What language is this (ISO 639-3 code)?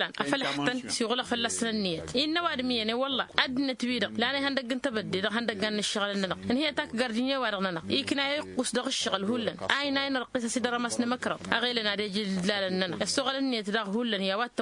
taq